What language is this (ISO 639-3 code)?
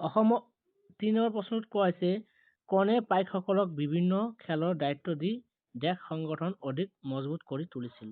asm